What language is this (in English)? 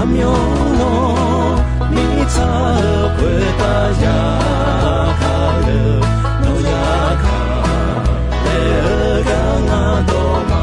Akha